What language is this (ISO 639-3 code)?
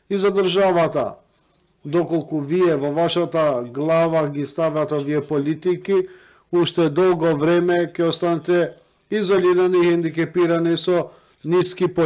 mkd